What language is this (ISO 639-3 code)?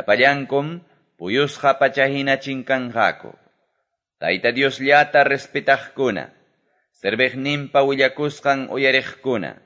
que